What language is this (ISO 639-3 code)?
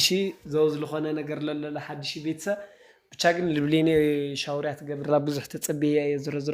tir